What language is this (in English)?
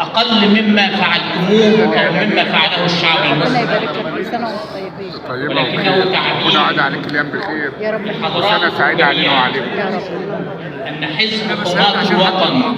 Egyptian Arabic